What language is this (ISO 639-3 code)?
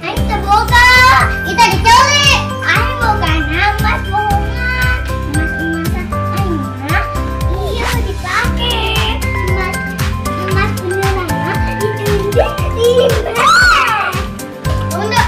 sun